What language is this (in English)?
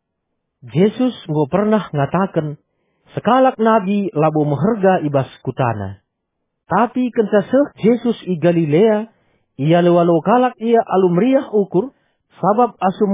Batak Karo